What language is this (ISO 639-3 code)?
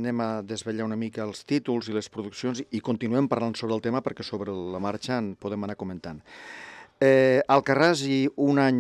cat